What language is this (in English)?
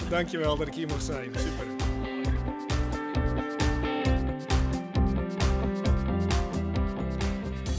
Dutch